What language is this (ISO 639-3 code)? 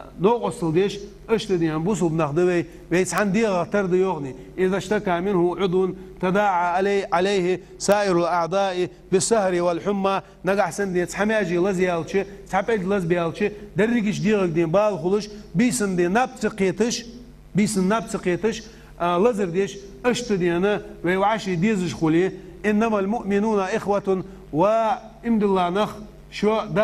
inh